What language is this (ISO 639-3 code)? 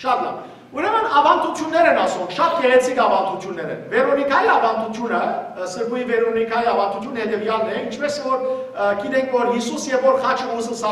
hyw